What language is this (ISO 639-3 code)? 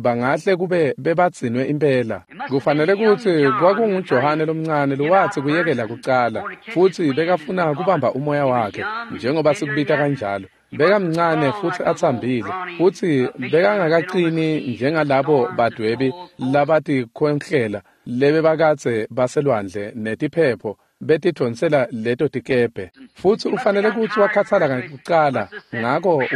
ssw